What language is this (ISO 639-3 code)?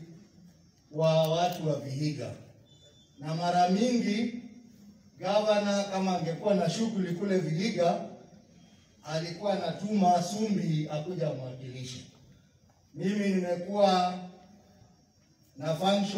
swa